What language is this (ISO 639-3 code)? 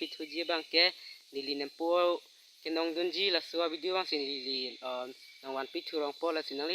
mjw